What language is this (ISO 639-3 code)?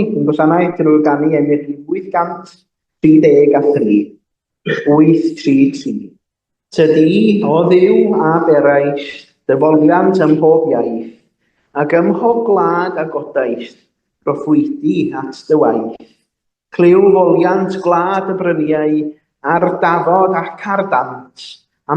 cym